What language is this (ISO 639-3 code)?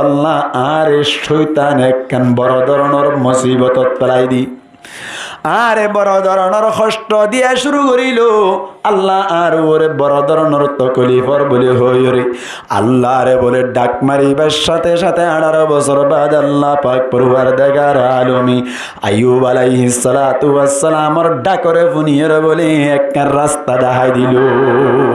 rhg